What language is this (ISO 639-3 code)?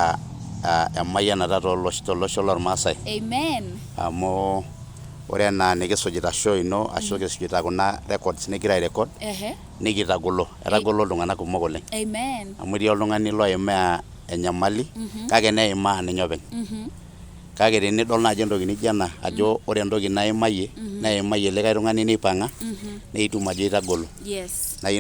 mas